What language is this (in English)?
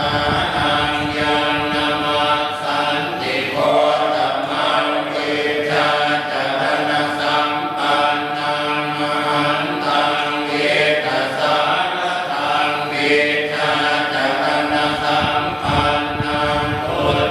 Pali